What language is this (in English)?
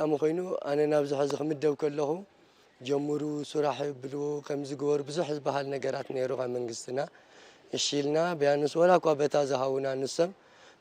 Tigrinya